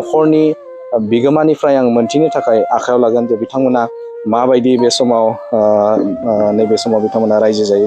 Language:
Bodo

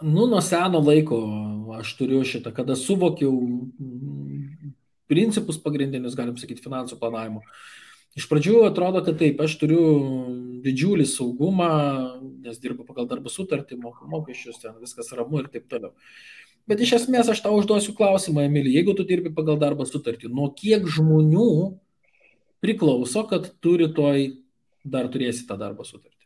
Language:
Lithuanian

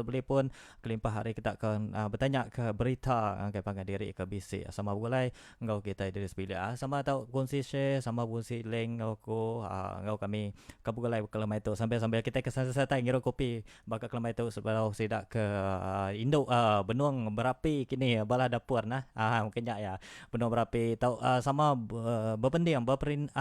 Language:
Iban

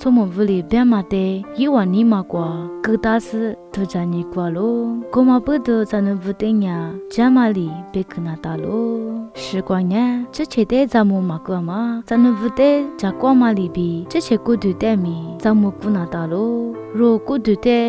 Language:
Lisu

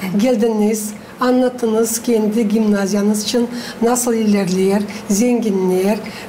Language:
Gagauz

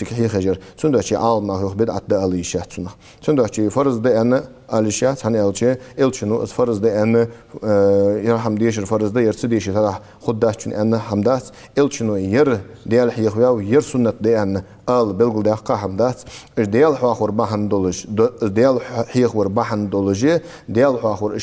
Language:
Ingush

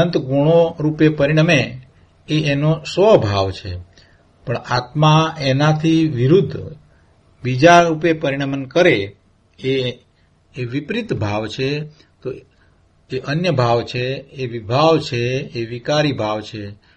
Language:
Gujarati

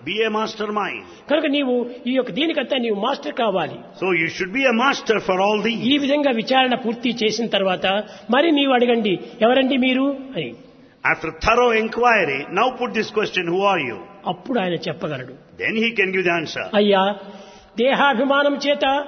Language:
Telugu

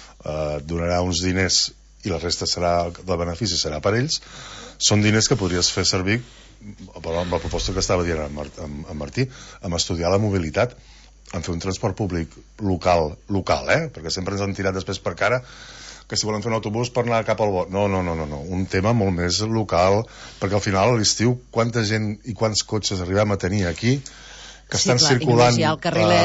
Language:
Catalan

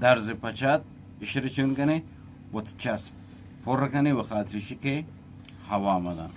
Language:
Eastern Balochi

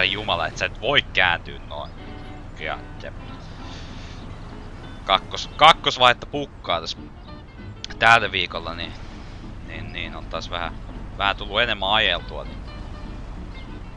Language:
Finnish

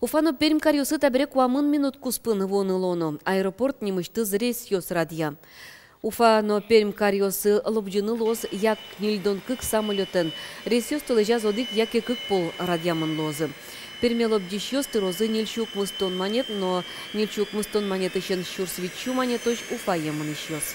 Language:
Udmurt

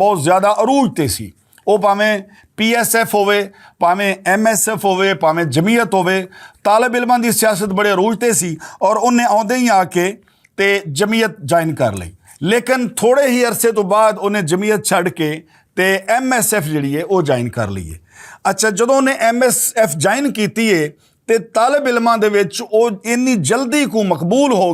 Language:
Western Panjabi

